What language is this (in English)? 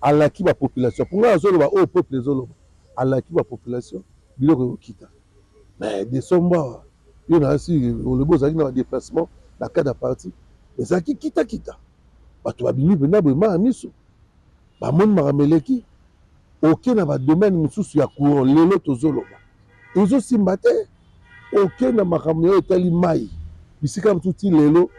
Lingala